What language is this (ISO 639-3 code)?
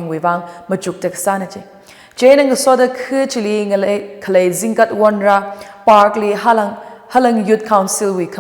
nmf